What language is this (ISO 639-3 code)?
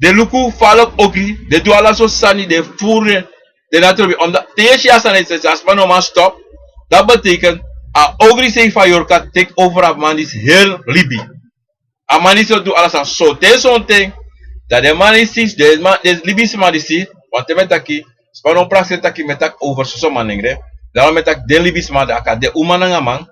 srn